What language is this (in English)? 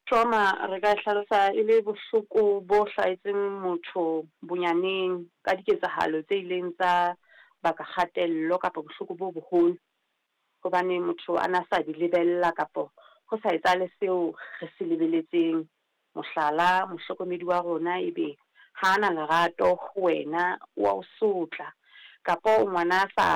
Southern Sotho